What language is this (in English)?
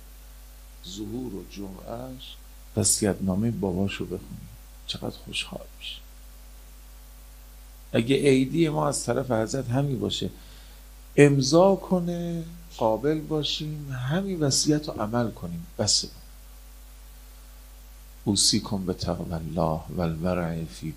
Persian